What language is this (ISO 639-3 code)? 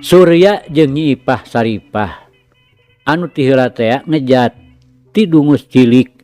sun